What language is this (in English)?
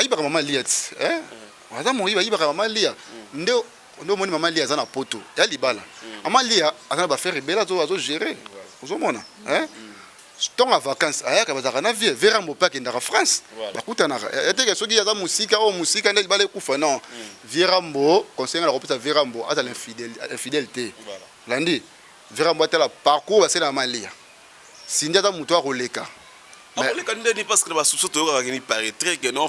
Lingala